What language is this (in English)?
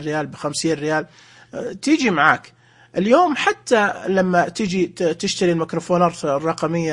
Najdi Arabic